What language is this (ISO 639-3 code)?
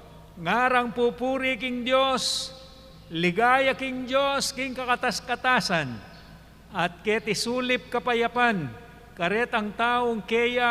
pam